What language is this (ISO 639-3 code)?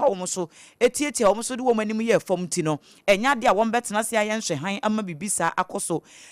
aka